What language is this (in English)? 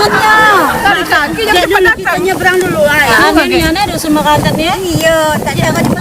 Musi